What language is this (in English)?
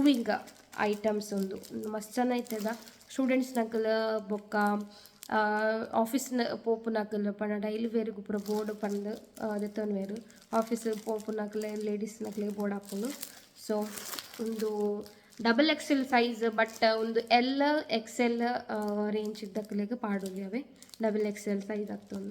Tulu